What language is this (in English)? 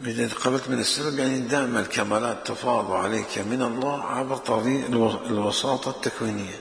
Mesopotamian Arabic